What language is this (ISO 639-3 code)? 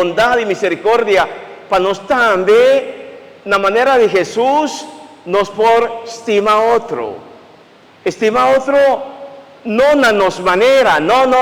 pap